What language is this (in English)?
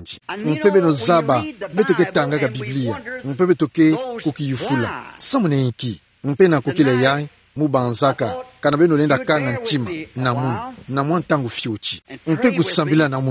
Kituba (Democratic Republic of Congo)